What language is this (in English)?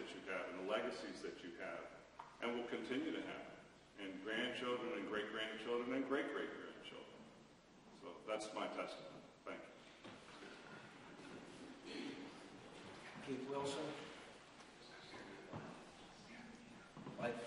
English